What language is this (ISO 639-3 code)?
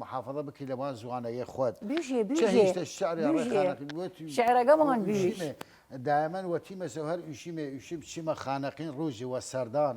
sdh